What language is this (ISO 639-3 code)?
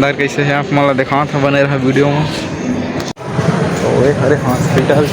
hne